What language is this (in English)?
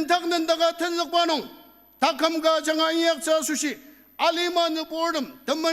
Ao Naga